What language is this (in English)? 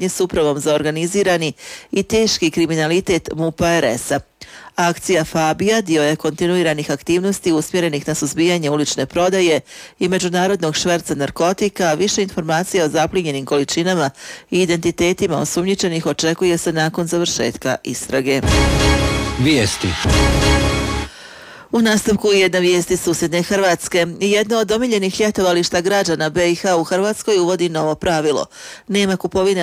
Bosnian